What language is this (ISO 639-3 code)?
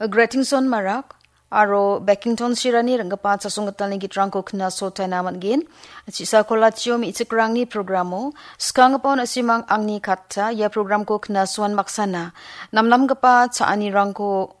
grt